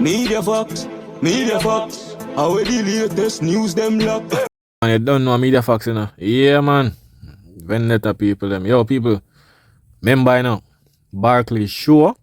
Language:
Jamaican Creole English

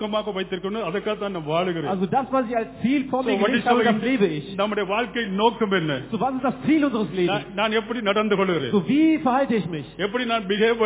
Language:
Tamil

